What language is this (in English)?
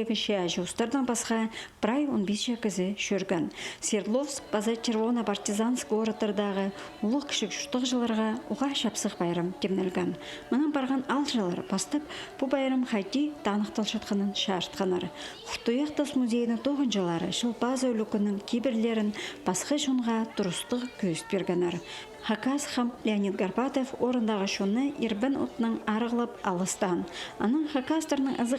Khakas